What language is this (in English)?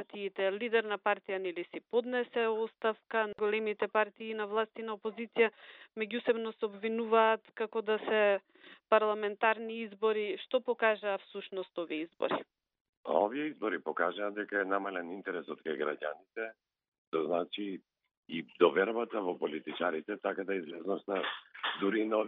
Macedonian